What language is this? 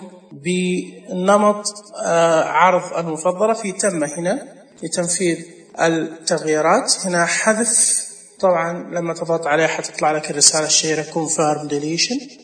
Najdi Arabic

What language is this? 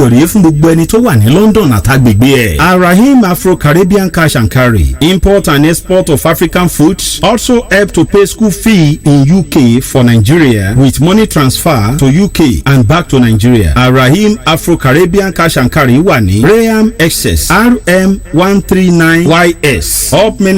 Yoruba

